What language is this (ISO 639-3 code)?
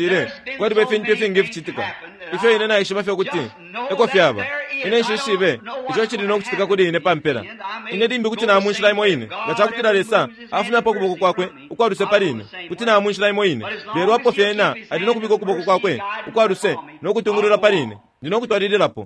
bem